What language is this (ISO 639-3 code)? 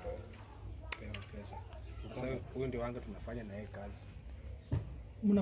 swa